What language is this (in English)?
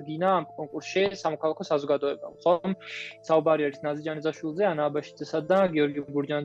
Georgian